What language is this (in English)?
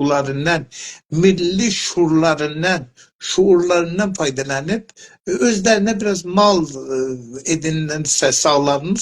South Azerbaijani